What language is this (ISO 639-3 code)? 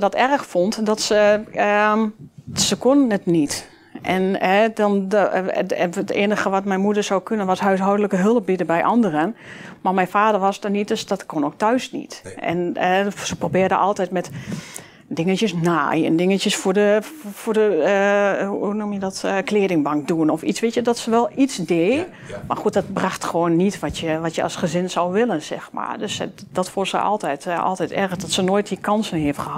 nld